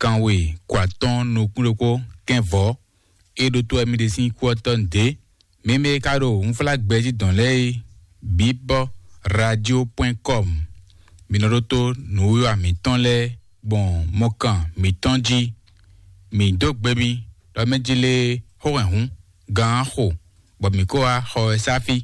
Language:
Fon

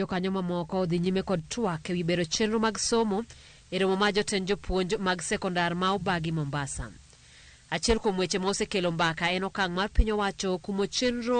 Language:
Luo (Kenya and Tanzania)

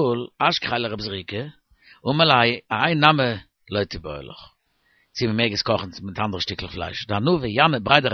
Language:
Yiddish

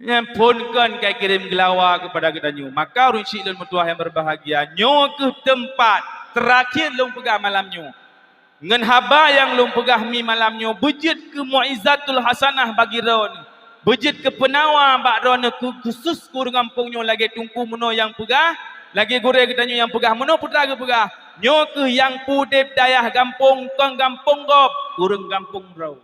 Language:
Achinese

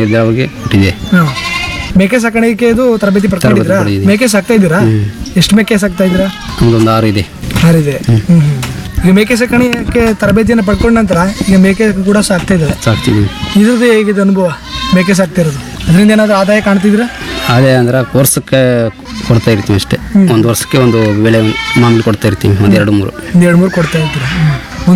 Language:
Kannada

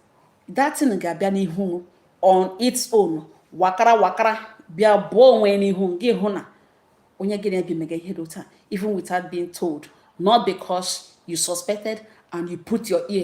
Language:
Igbo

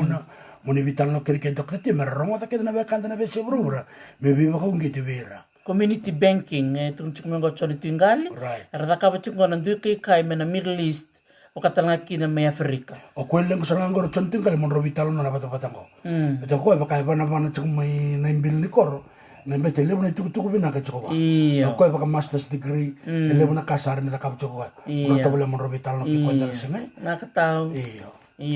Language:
Fijian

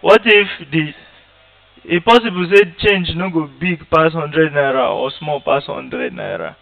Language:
Nigerian Pidgin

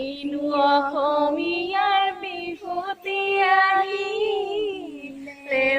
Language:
Assamese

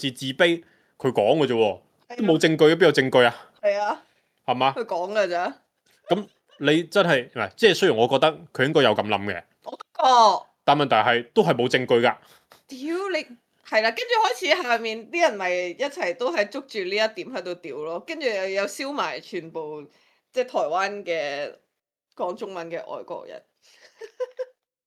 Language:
Cantonese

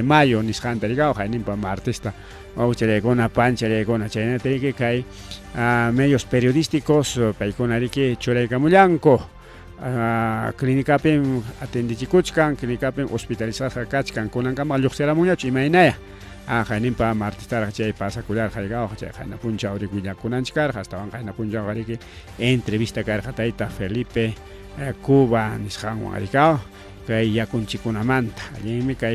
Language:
Ayacucho Quechua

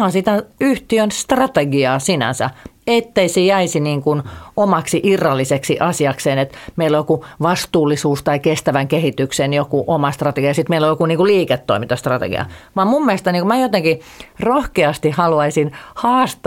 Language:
Finnish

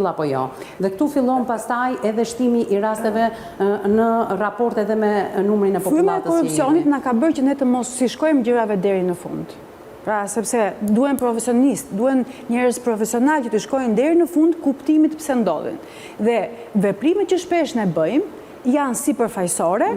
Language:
Albanian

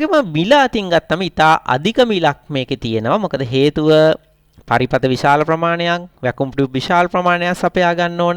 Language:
Sinhala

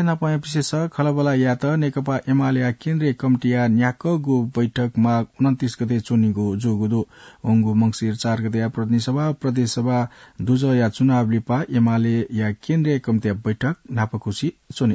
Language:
Newari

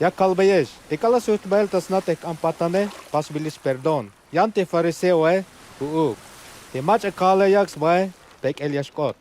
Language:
Tzeltal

